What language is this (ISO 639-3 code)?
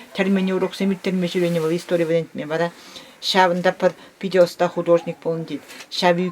chv